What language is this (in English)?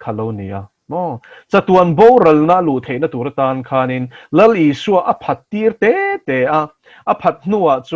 Mizo